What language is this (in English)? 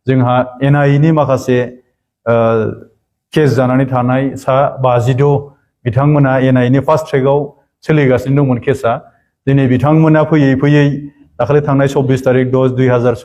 Bodo